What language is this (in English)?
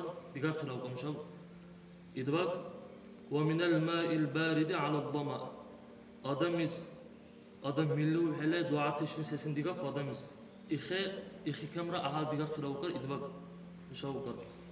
Dargwa